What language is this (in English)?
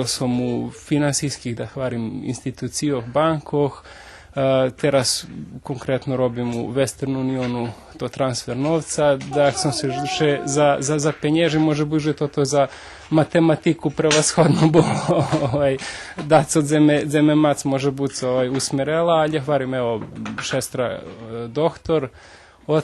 Rusyn